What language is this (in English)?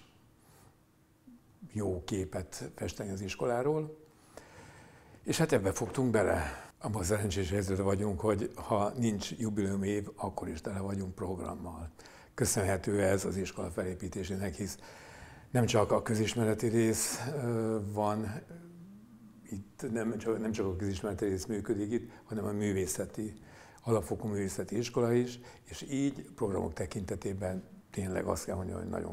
Hungarian